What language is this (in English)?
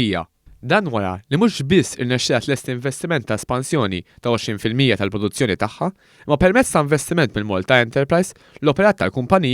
Maltese